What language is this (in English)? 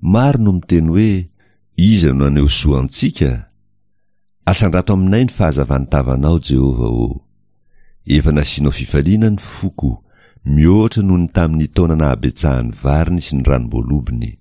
Malagasy